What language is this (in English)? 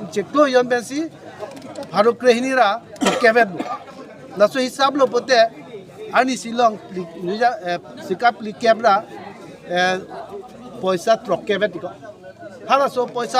Karbi